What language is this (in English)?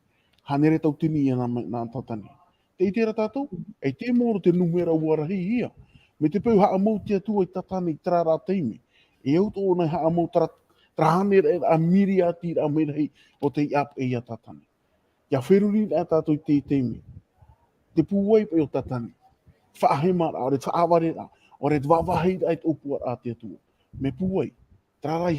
Tahitian